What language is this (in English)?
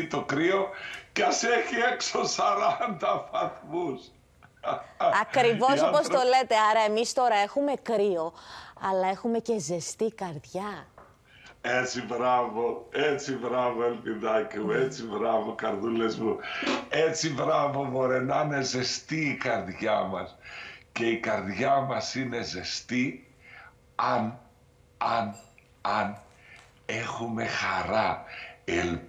Greek